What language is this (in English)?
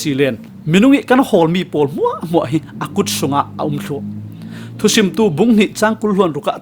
Falam Chin